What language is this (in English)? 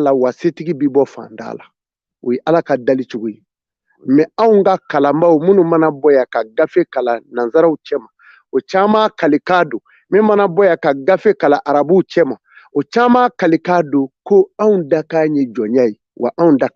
Bambara